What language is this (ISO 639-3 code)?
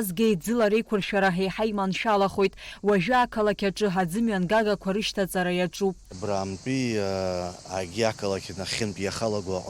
abk